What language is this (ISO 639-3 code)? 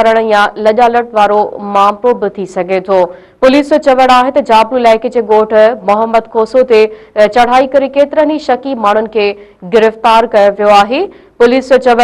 snd